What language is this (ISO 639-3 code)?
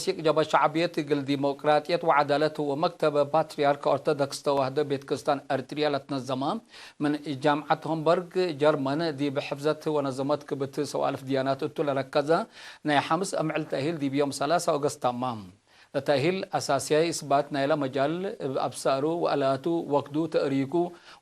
tig